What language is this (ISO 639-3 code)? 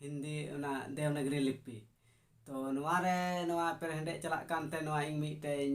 sat